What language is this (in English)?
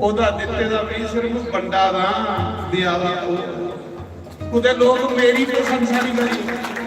Dogri